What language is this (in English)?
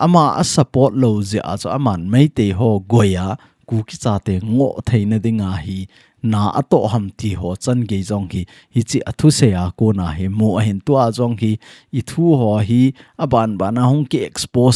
Thado Chin